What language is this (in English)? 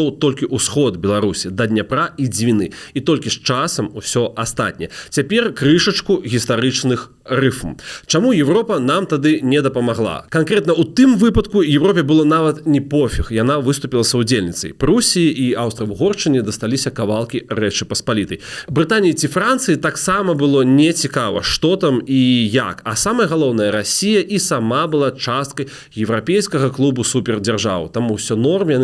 Belarusian